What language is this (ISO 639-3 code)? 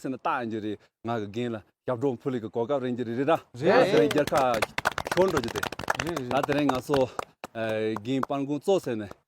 bod